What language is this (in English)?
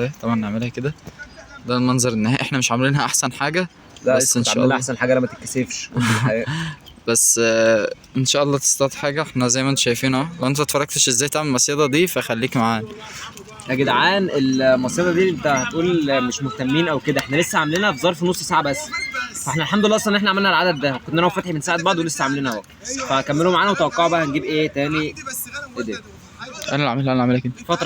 Egyptian Arabic